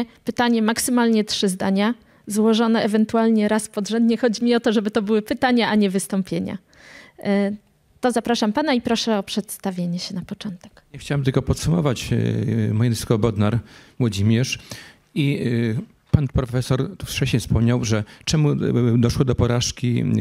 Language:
Polish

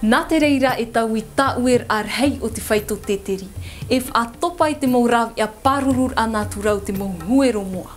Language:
Tahitian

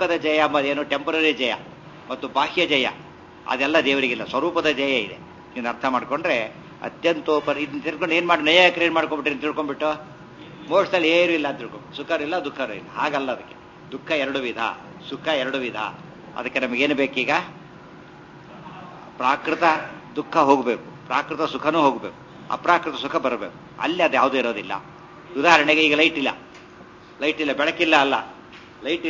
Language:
Kannada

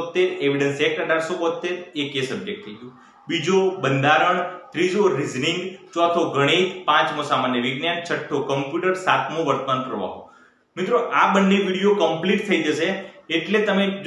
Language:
Gujarati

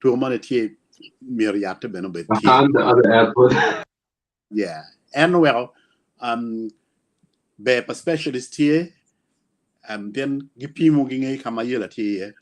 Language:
Acoli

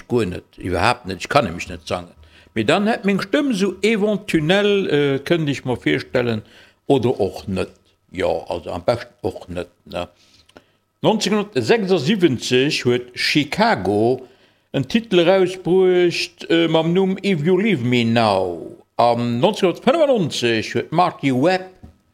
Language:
Luxembourgish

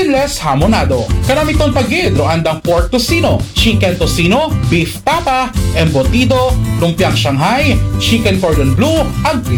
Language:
Aklanon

